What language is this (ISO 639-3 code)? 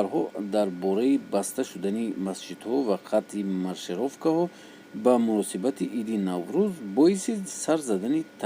tgk